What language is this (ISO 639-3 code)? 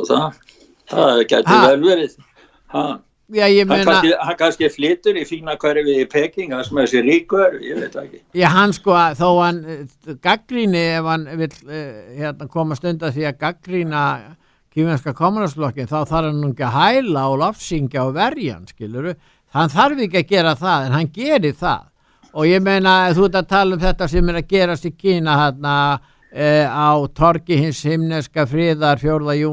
isl